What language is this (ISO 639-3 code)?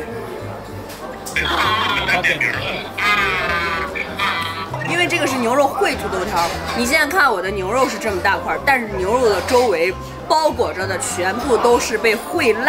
zho